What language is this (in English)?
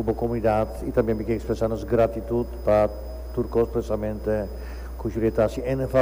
Papiamento